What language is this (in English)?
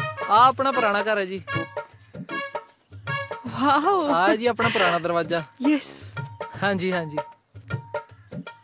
Punjabi